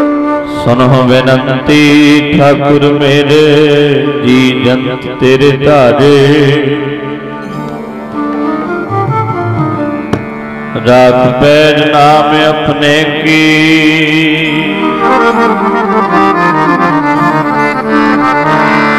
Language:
Punjabi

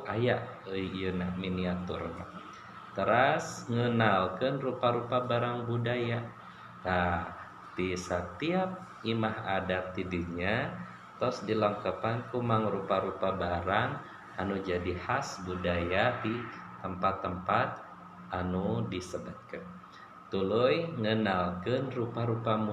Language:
Sundanese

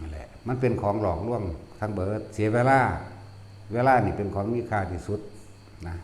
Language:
Northeastern Thai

